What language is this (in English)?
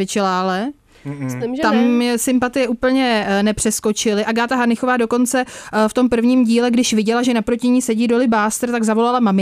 Czech